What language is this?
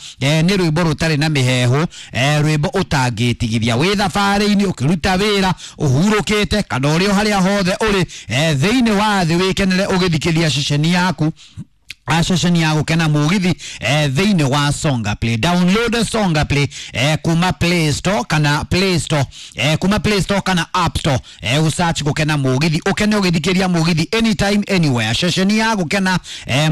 Kikuyu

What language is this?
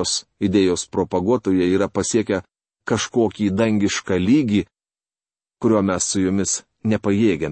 Lithuanian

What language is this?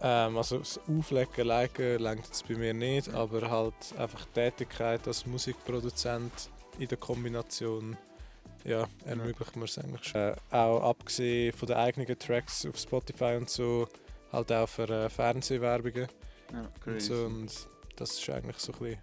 Swiss German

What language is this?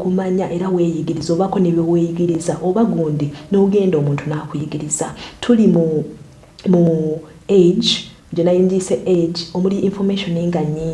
Ganda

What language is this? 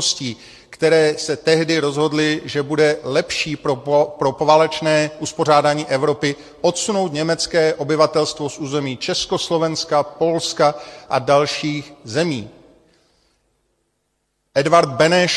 Czech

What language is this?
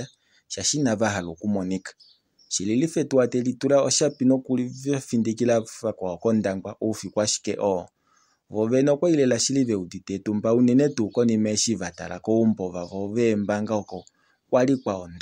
Kuanyama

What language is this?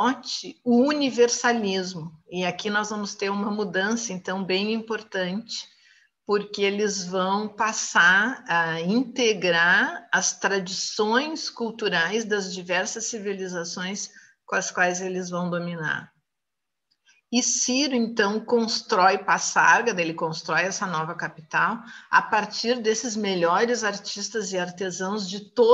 Portuguese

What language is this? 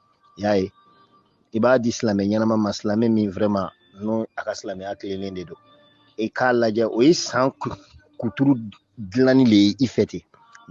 Bambara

